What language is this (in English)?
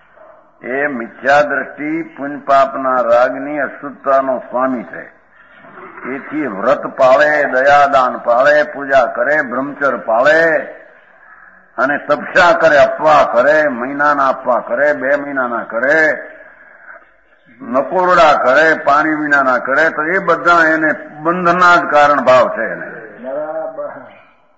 Gujarati